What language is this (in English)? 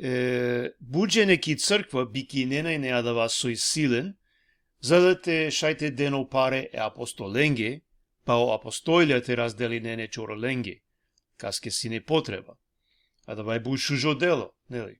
Balkan Romani